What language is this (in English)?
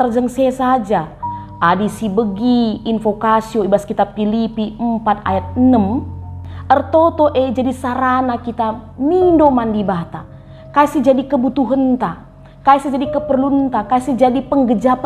Batak Karo